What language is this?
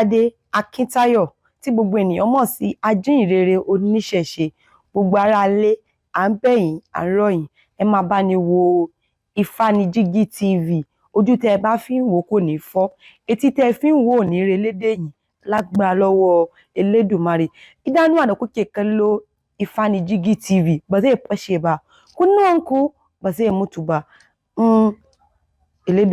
Yoruba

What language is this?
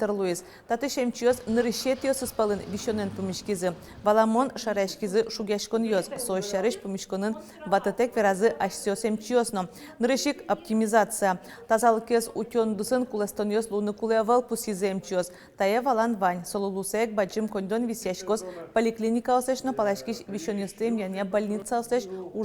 Udmurt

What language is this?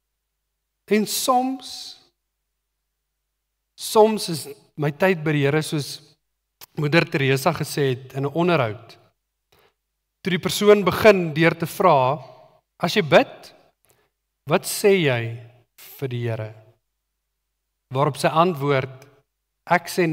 Afrikaans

